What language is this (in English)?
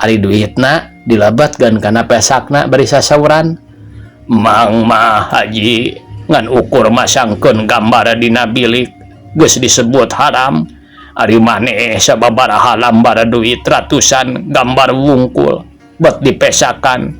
Sundanese